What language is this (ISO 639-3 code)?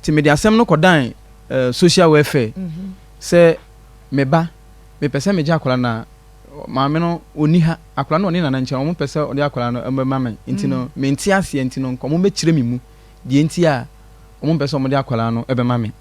aka